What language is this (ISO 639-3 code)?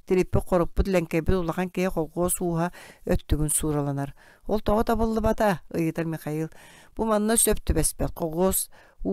sah